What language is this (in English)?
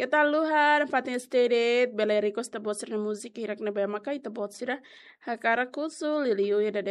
Tetum